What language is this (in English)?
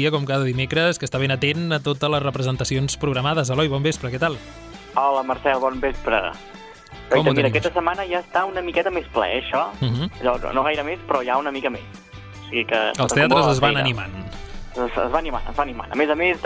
Catalan